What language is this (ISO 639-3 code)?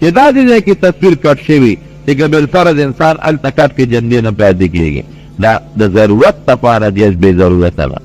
pus